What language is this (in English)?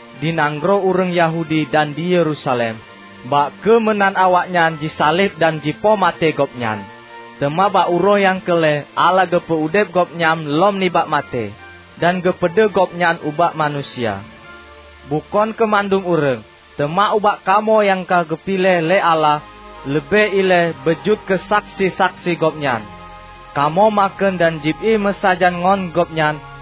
Achinese